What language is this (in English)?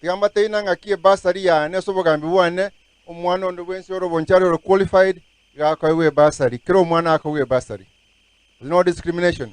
Gusii